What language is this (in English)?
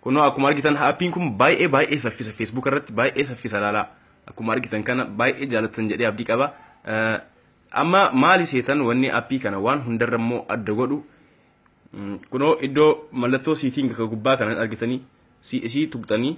Oromo